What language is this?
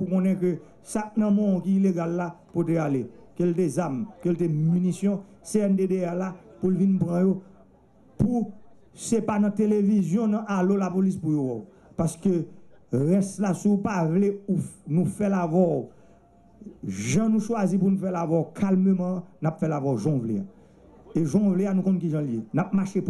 Haitian Creole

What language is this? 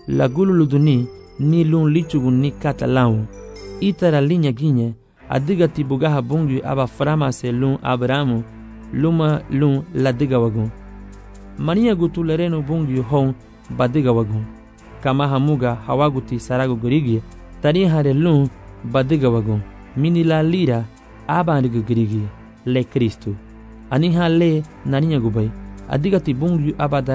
Garifuna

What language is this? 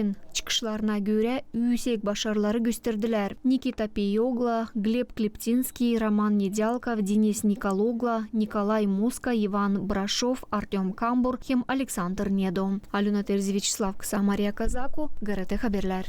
Gagauz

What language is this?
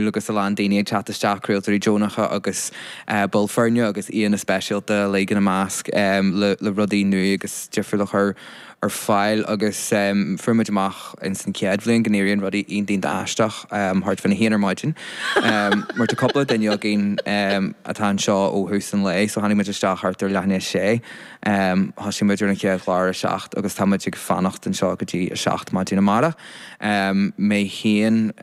Irish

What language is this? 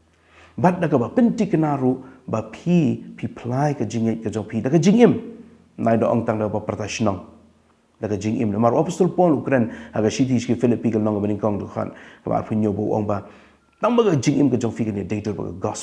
Khasi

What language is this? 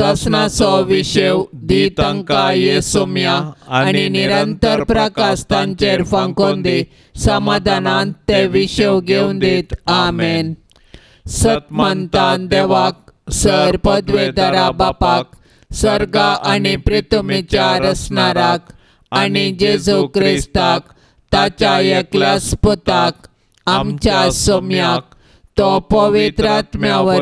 Konkani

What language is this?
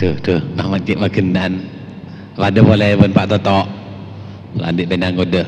Madurese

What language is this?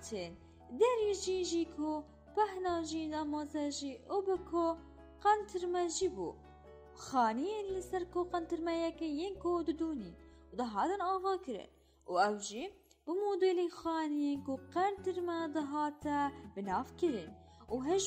Kurdish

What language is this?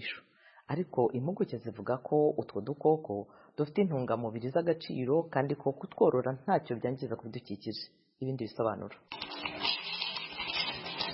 Kinyarwanda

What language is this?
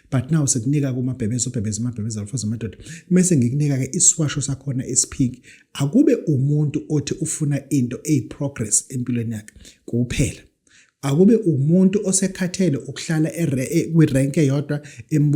Zulu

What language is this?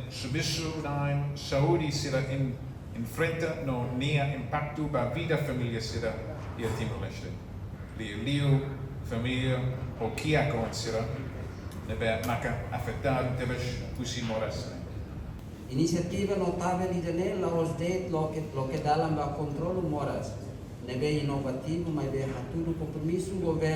Tetum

